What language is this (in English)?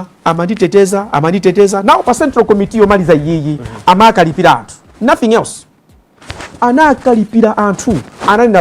Nyanja